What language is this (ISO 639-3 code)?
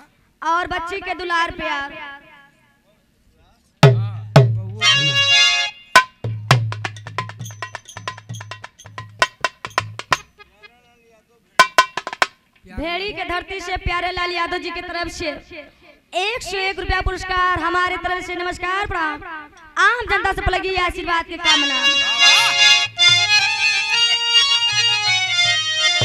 bho